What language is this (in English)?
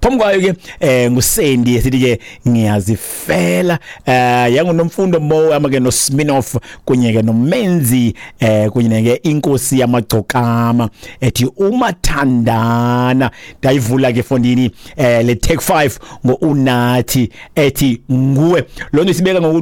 Xhosa